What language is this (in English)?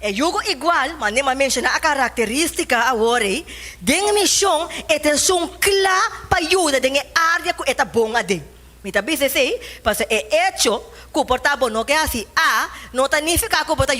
Papiamento